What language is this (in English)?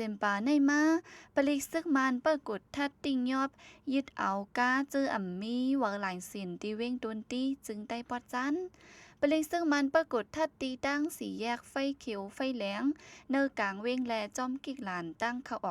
Shan